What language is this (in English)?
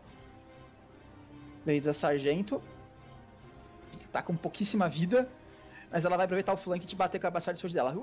Portuguese